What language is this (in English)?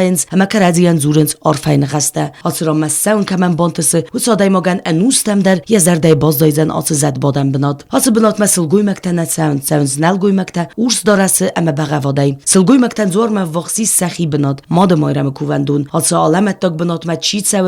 Ossetic